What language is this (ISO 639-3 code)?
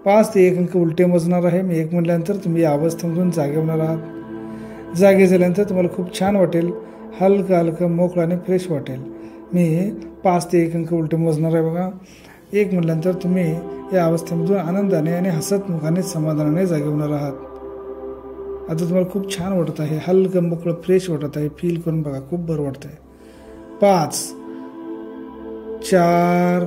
mar